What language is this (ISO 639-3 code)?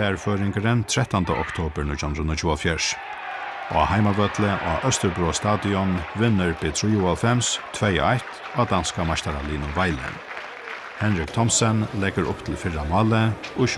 fao